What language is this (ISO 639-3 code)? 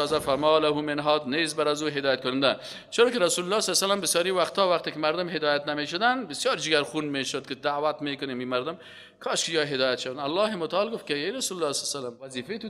fas